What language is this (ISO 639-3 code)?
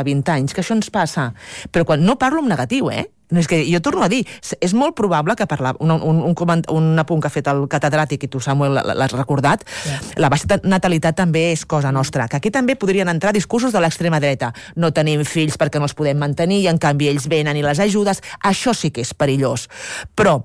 cat